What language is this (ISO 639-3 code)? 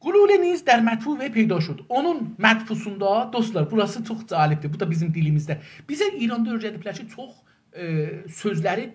azb